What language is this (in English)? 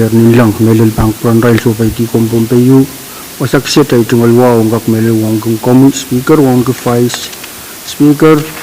Pohnpeian